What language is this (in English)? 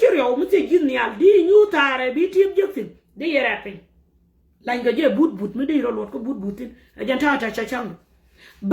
Nuer